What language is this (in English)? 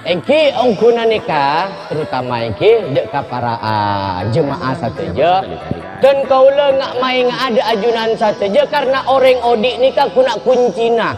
Madurese